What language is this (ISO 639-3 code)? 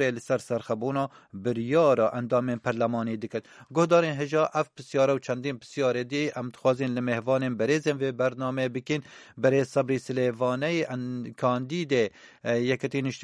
kur